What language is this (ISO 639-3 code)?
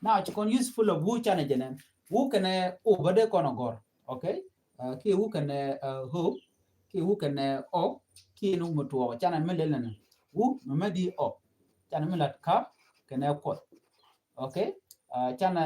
nus